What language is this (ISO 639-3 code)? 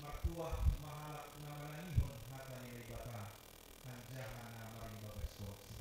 bts